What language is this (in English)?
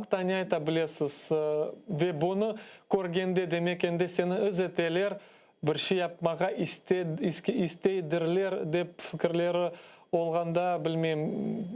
Crimean Tatar